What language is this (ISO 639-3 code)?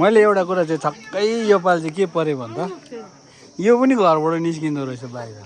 nep